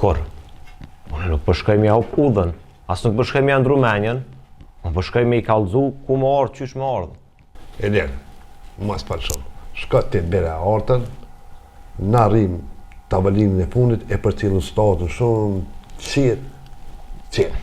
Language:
Albanian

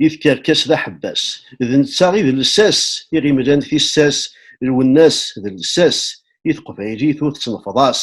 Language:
Kabyle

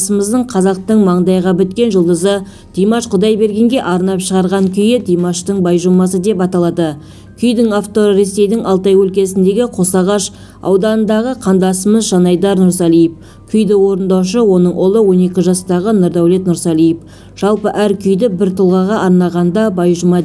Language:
Kazakh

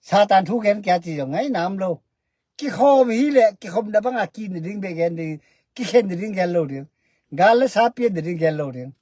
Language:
Tedim Chin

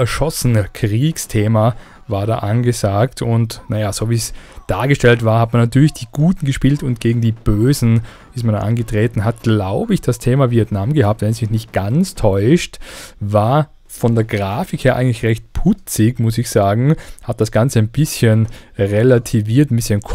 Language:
German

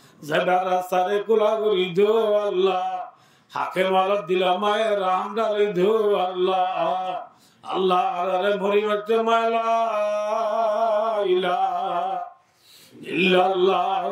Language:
Rohingya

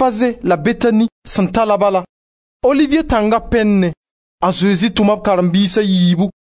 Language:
Mossi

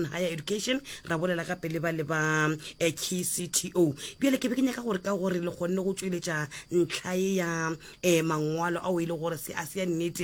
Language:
Northern Sotho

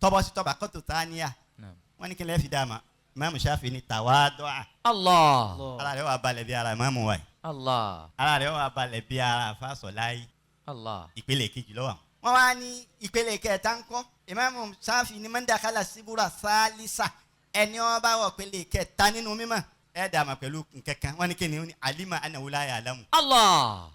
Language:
Yoruba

